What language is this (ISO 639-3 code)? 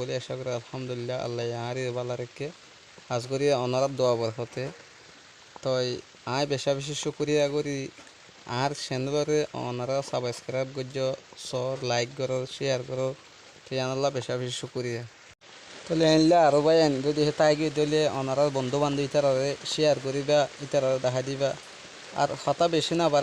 rhg